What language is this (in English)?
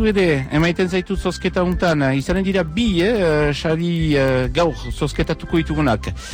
Basque